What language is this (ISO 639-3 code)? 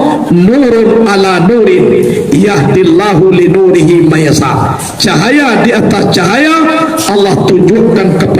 min